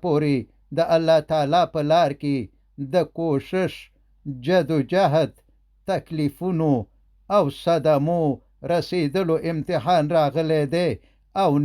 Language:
Pashto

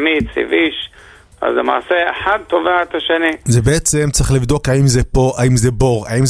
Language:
Hebrew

